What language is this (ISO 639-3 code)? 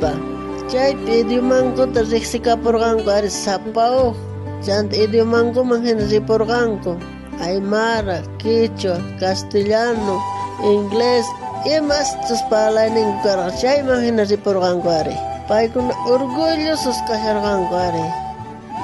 quh